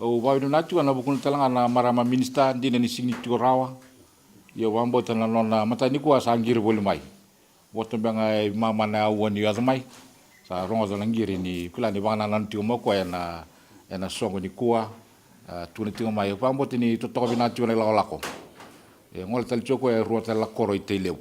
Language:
Fijian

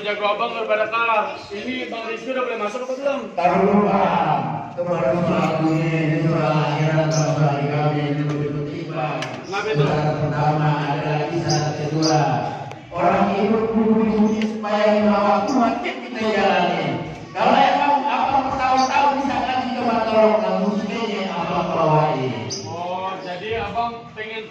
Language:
Betawi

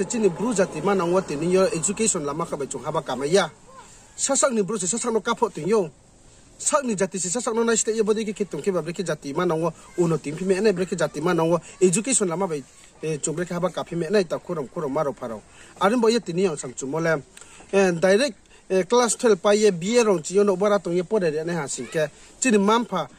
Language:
Riang (India)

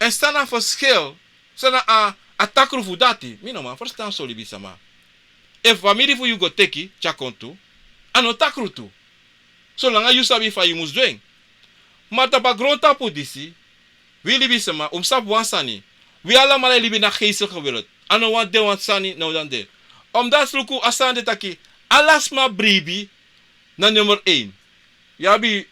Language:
Sranan Tongo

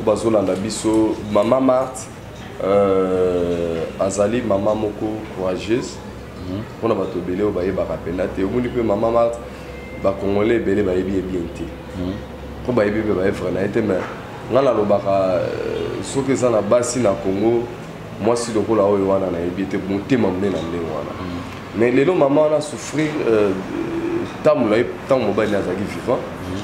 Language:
Lingala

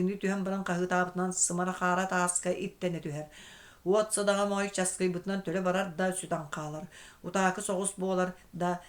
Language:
Yakut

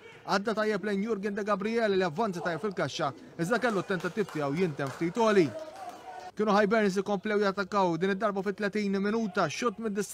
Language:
Maltese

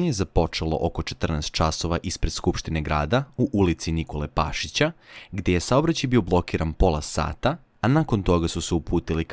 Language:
Serbian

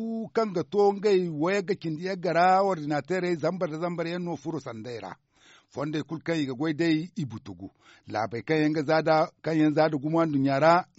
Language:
Zarma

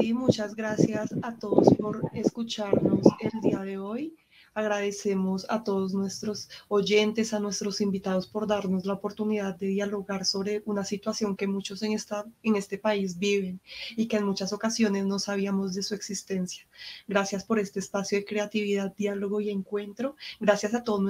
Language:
Spanish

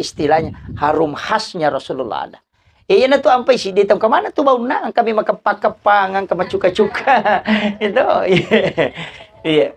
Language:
Buginese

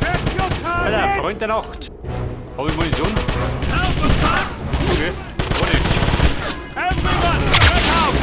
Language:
Bavarian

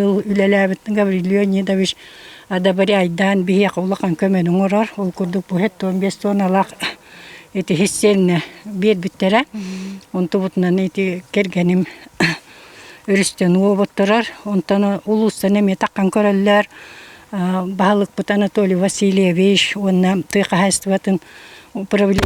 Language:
Yakut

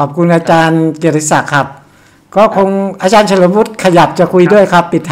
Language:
Thai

